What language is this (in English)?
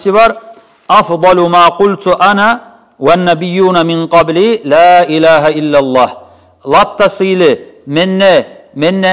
Kumyk